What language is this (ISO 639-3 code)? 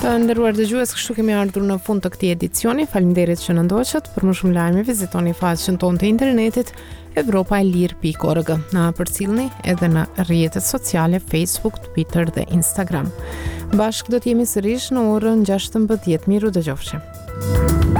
sqi